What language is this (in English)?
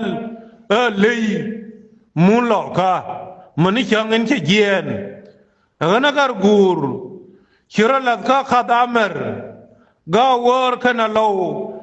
Nuer